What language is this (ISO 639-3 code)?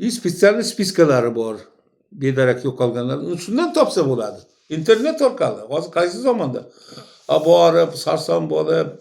uzb